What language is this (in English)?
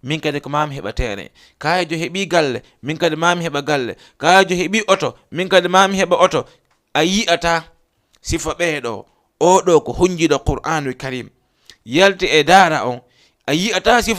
Fula